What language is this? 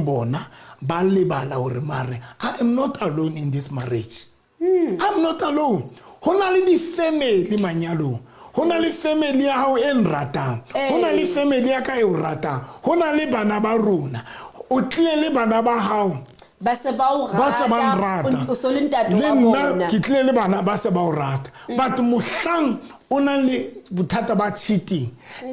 Southern Sotho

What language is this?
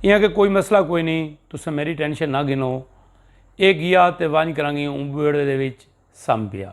Saraiki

